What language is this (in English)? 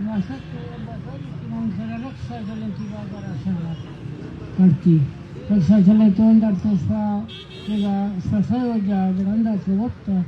Baluchi